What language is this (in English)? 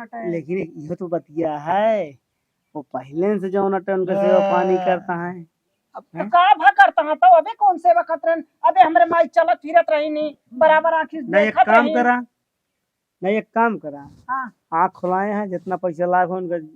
Awadhi